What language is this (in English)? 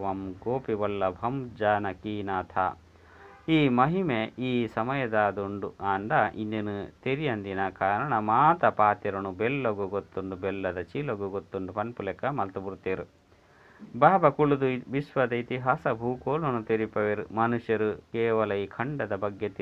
Tulu